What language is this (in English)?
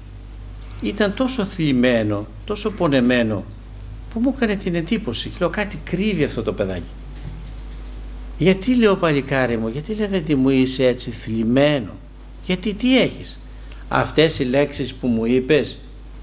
Greek